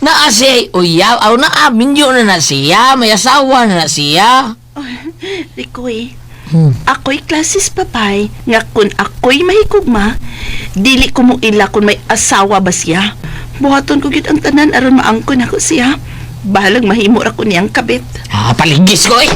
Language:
Cebuano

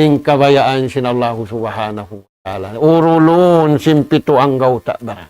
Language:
Tausug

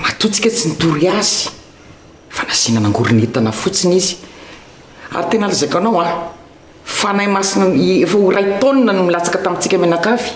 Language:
Malagasy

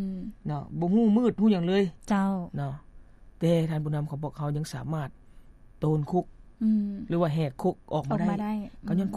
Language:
Lao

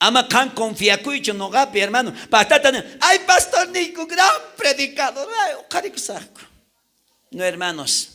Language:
South Bolivian Quechua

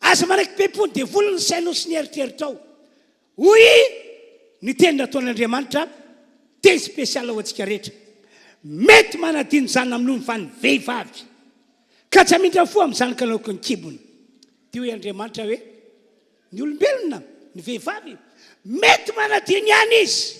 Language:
Malagasy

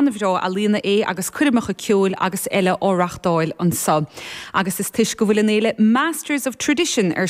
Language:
Irish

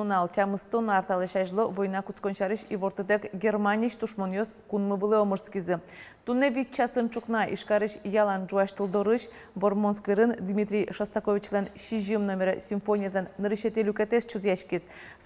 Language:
Udmurt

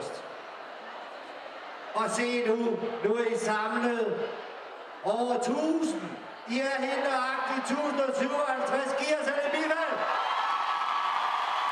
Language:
Danish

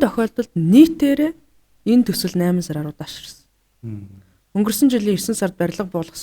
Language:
Mongolian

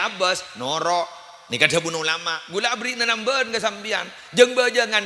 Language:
Madurese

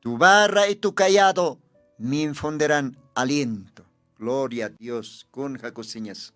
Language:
Aymara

